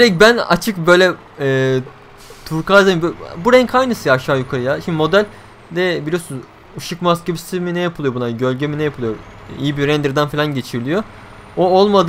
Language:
Turkish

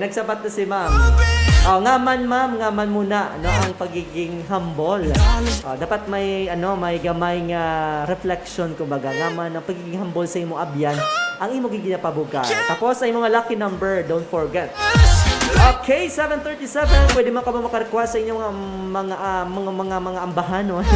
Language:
Hiligaynon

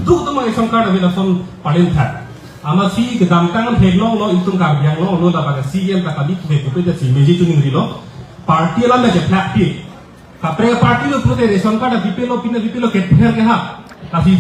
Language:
Karbi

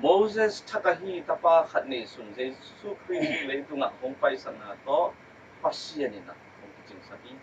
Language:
Tedim Chin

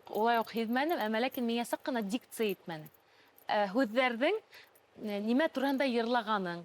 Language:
Bashkir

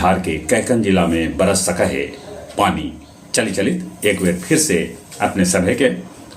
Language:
Magahi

